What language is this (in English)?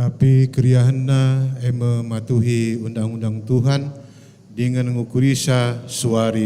Batak Karo